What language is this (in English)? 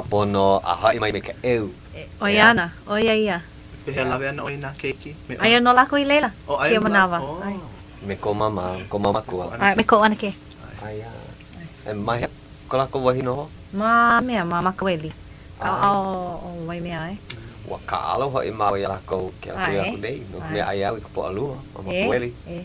Hawaiian